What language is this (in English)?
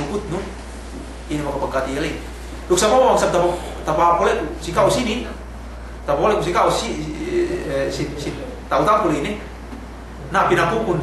Yakan